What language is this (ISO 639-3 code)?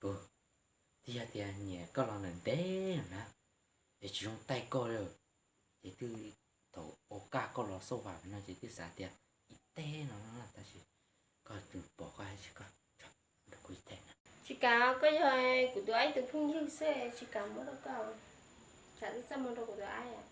hmn